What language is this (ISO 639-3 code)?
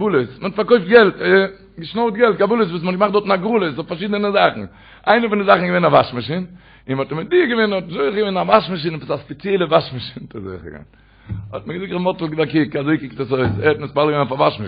yid